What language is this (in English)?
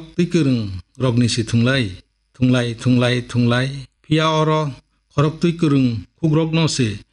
Kok Borok